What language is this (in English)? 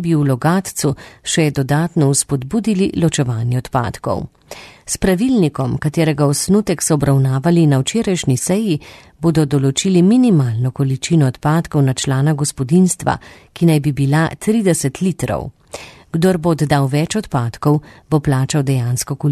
Slovenian